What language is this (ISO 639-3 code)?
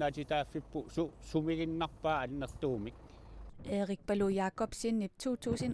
kal